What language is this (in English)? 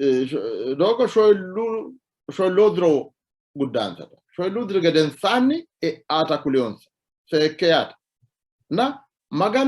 Sidamo